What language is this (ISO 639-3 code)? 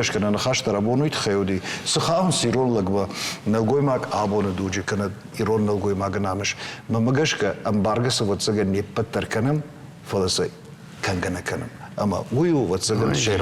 oss